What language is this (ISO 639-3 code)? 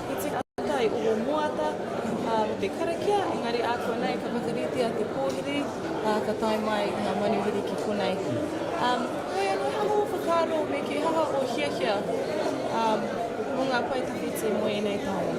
mri